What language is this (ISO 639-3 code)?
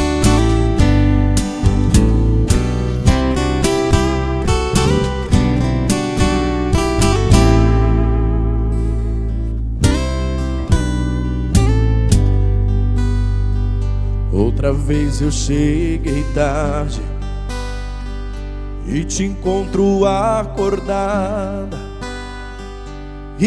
por